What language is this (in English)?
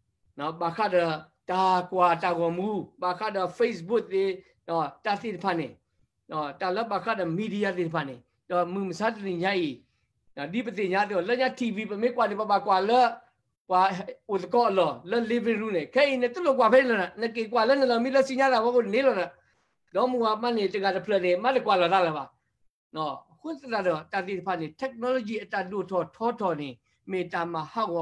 S'gaw Karen